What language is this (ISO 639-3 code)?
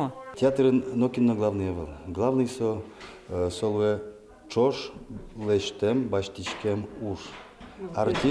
udm